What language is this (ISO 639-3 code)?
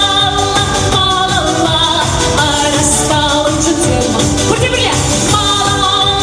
chv